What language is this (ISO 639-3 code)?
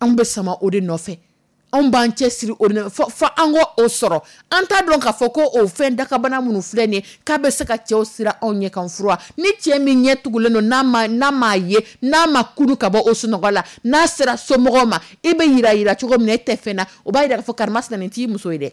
dyu